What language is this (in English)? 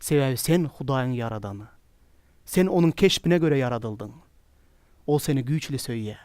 Turkmen